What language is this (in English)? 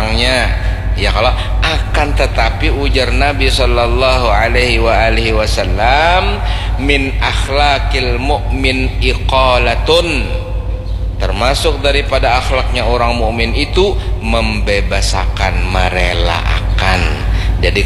Banjar